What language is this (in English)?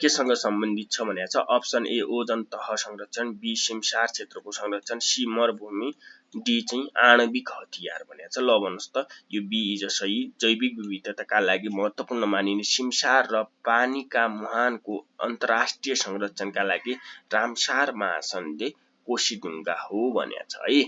Nepali